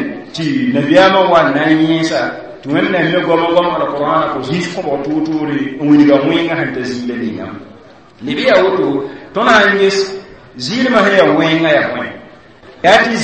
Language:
Mossi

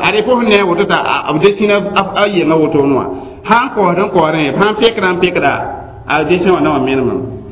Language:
Mossi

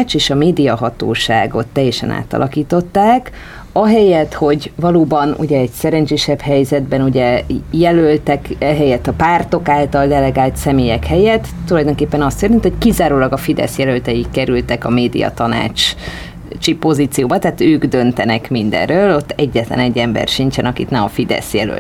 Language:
Hungarian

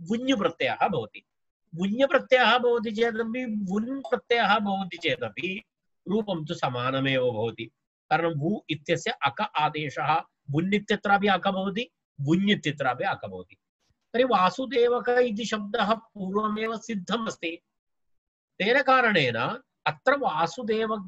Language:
Sanskrit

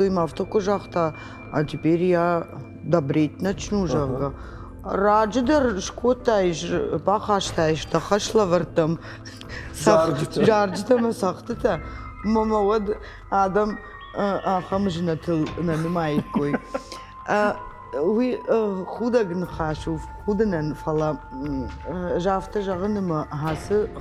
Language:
Ossetic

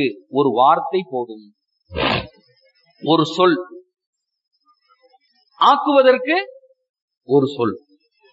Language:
Tamil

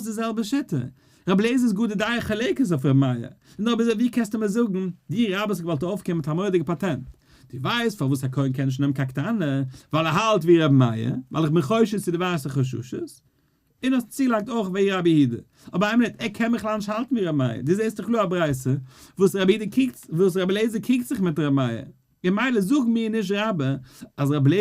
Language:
Yiddish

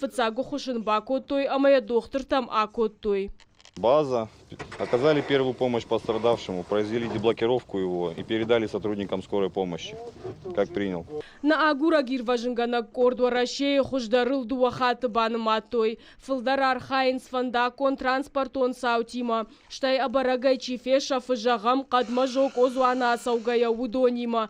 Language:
Ossetic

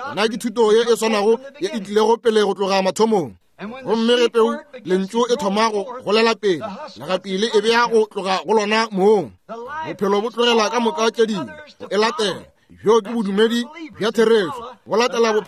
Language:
Northern Sotho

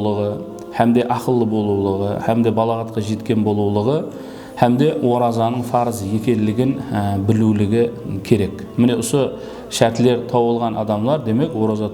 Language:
Kara-Kalpak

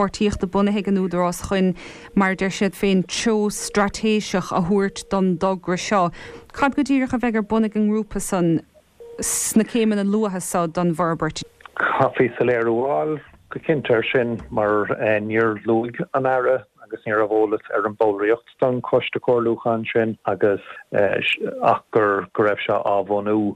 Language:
Irish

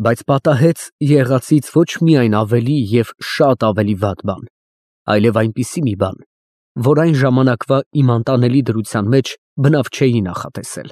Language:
Armenian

